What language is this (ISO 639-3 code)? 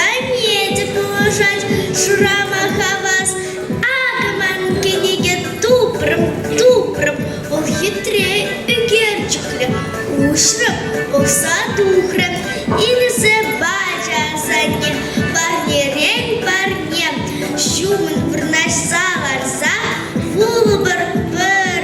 chv